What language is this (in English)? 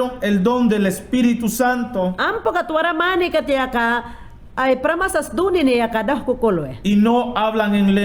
Mayangna